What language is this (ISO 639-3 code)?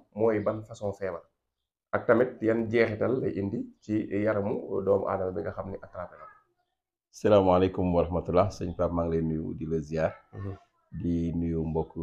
wol